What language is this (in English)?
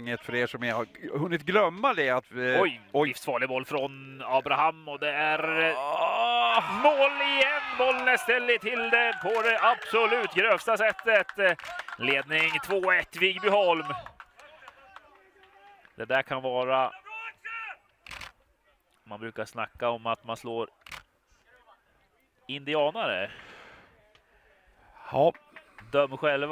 Swedish